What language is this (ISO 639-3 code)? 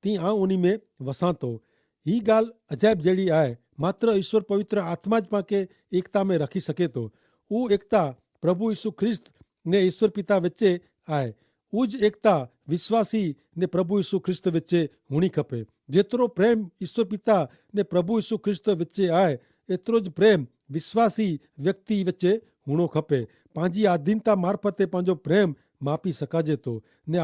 kfr